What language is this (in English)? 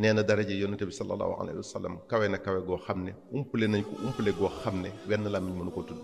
Wolof